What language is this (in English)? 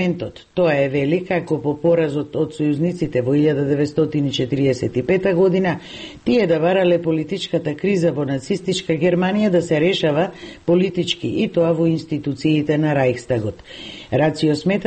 Macedonian